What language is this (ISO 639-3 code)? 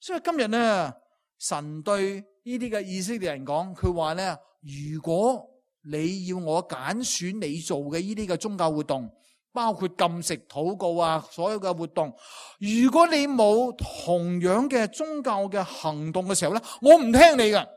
yue